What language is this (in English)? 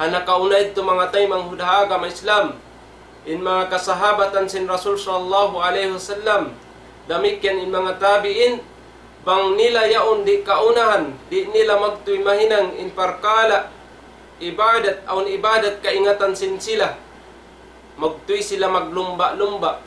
Tausug